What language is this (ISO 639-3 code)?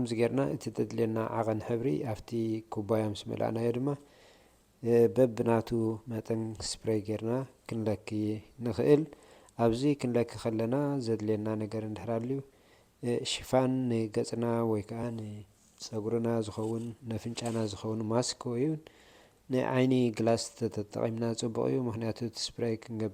tir